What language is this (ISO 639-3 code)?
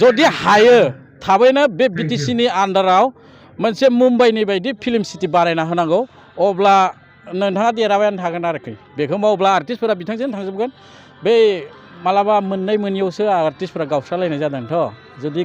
brx